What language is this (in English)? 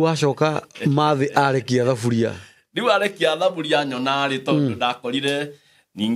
Kikuyu